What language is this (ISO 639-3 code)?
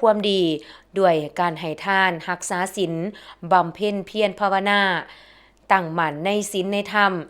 lao